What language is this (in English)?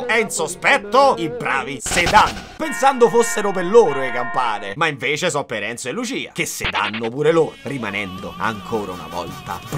Italian